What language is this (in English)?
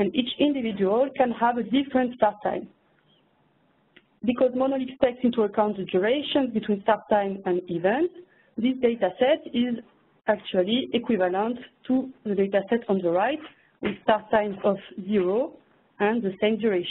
English